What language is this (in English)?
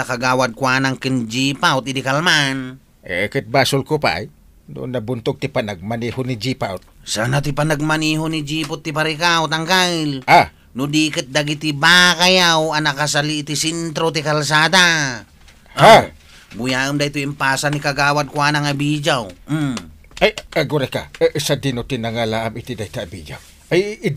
Iloko